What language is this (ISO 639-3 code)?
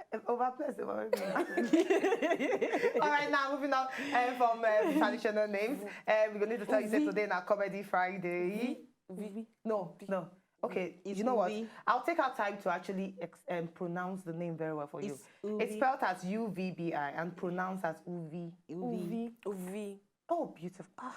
pcm